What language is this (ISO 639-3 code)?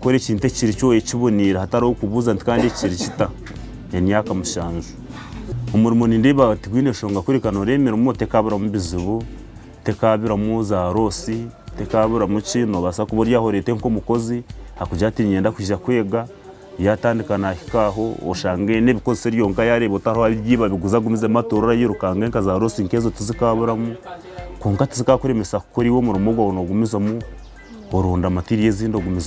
nyn